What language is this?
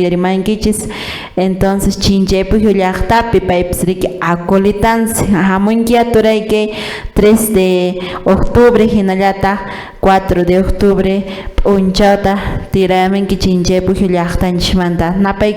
Quechua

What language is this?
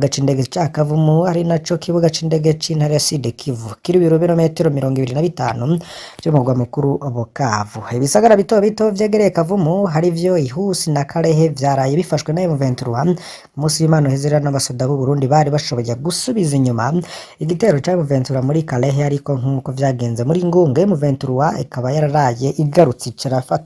Rundi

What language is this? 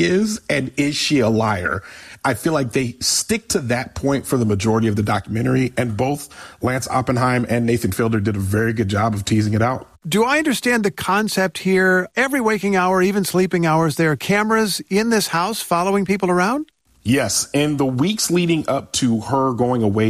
English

